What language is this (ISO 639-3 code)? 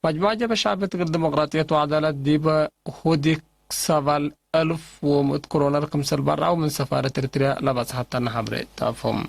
tig